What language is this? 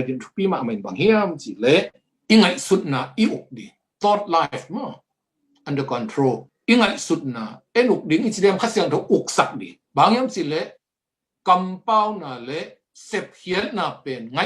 Tedim Chin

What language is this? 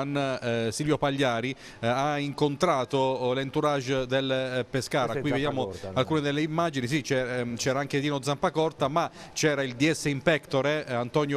Italian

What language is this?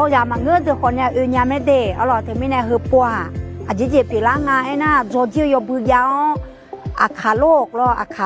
Akha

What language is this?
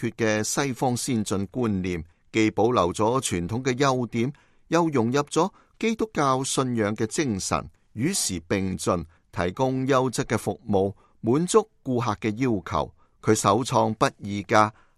Cantonese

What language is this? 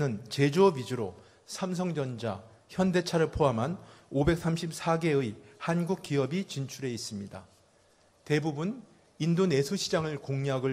Korean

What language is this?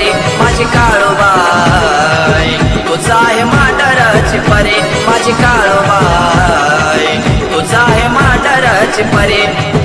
Marathi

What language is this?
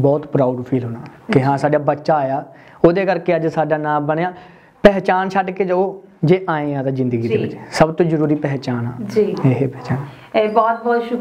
Punjabi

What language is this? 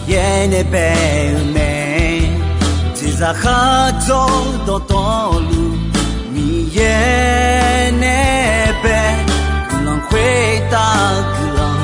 Akha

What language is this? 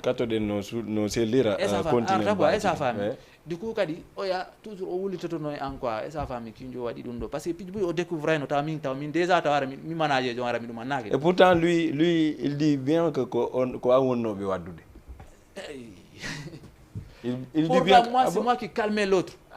Fula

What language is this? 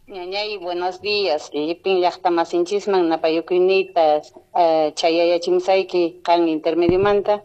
Quechua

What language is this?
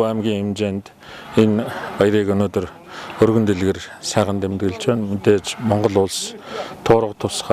Mongolian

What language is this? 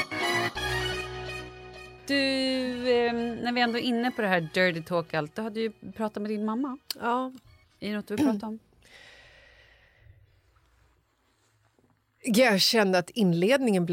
Swedish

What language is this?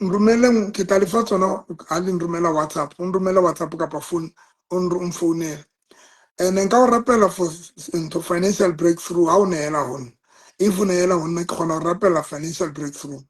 Southern Sotho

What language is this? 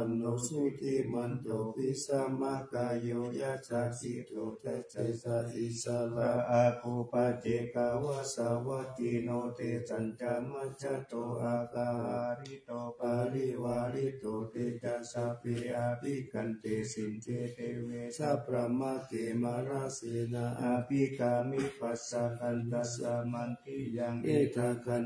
Pali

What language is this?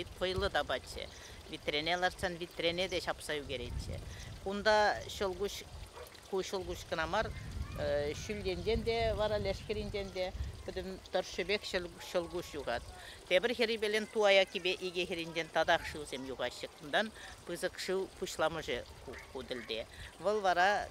Chuvash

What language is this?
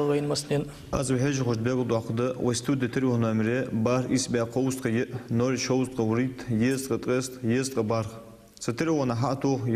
Ingush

